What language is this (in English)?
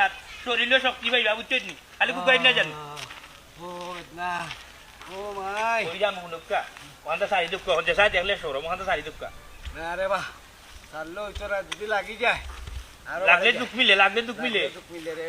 Sylheti